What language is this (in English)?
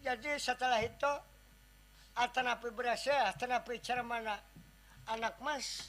Banjar